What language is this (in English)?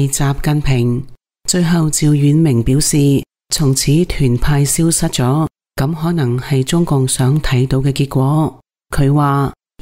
Cantonese